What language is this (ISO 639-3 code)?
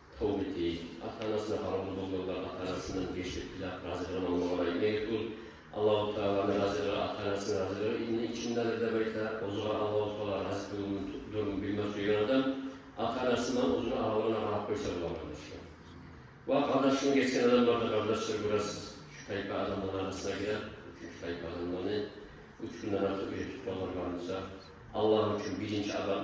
kum